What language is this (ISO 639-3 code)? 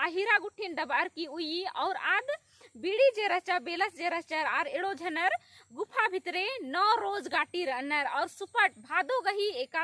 kru